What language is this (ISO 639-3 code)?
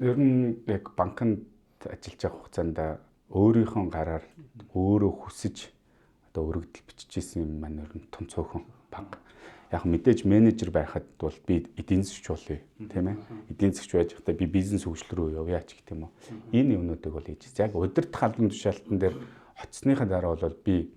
mon